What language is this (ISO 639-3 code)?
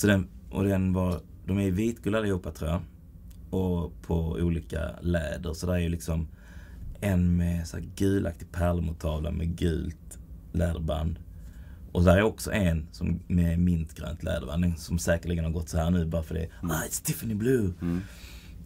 swe